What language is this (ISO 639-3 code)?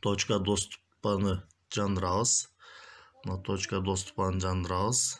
kir